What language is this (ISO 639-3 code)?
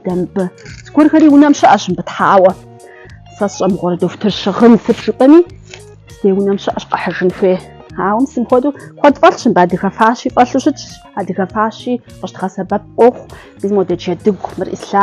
kbd